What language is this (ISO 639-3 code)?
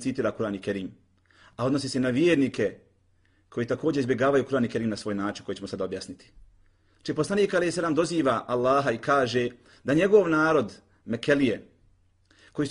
bos